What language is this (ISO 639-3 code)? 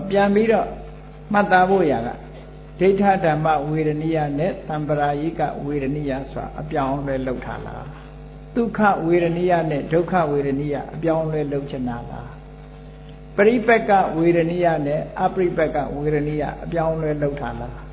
mya